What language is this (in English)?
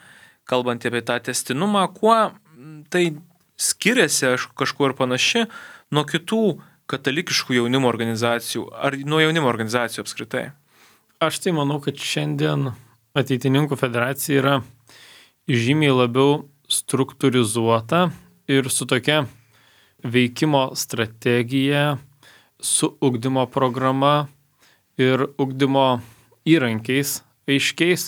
Lithuanian